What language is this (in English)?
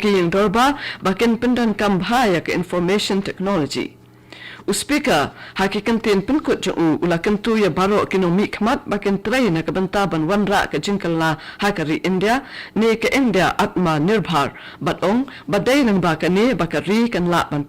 Khasi